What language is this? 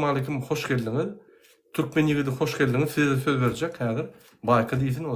Turkmen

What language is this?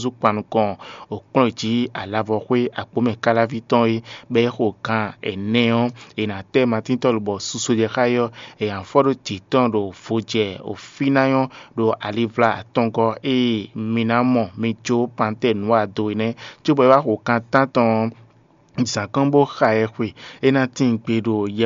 Fon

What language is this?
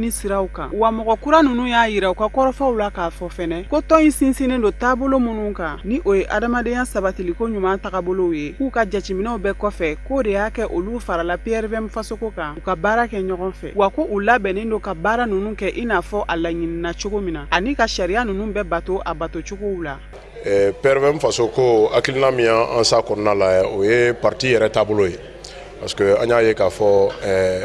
Bambara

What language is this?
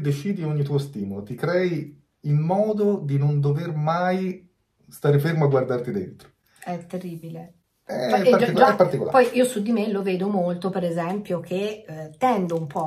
Italian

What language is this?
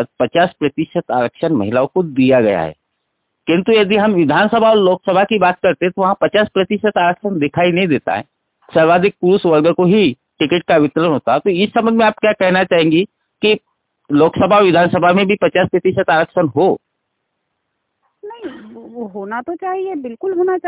Hindi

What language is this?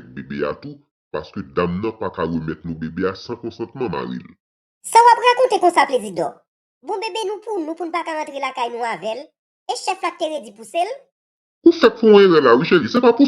Haitian Creole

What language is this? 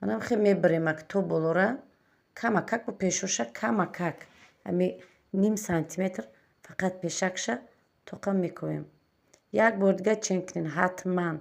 Tajik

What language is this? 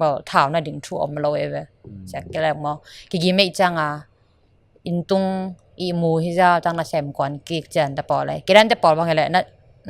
Tedim Chin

